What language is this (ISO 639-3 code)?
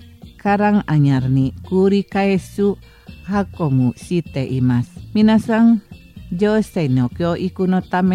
jpn